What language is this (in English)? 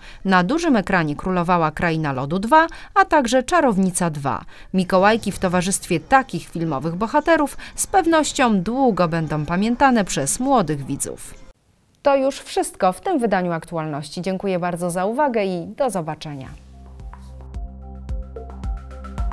Polish